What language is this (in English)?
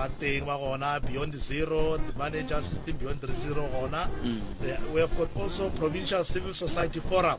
Tsonga